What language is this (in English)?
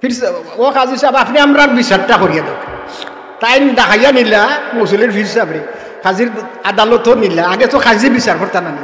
Sylheti